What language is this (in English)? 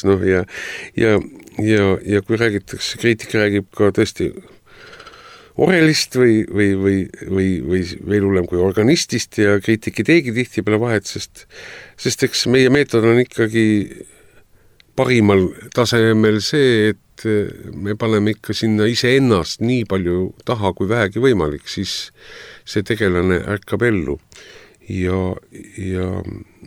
Estonian